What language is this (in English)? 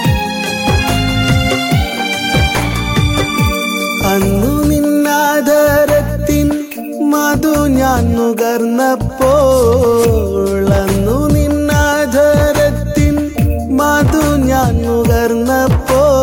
Malayalam